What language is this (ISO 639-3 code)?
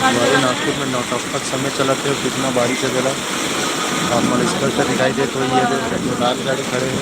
hne